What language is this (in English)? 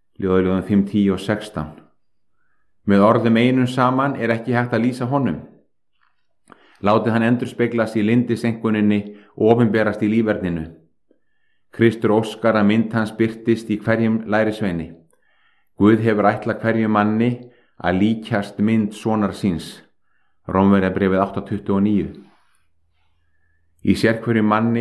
Icelandic